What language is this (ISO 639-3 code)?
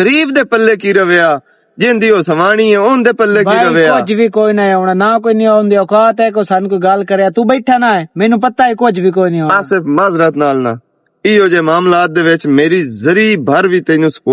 lah